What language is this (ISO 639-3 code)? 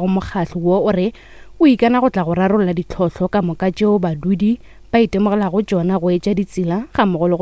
nso